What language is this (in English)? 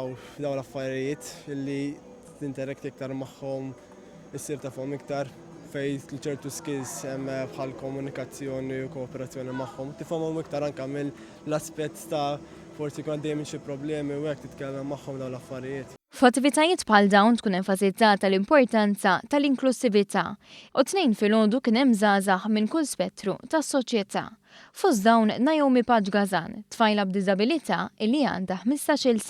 Maltese